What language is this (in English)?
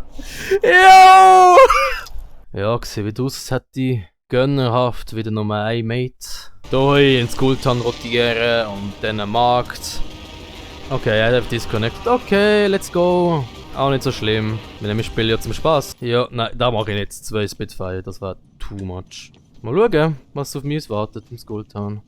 Swiss German